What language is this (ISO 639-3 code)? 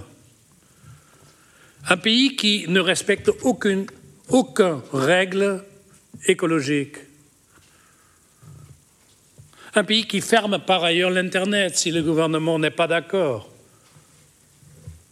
fra